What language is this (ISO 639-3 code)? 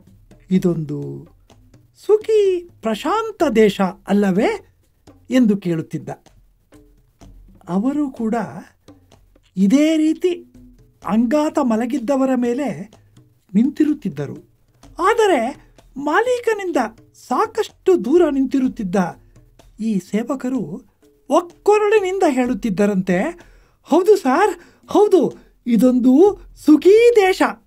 kan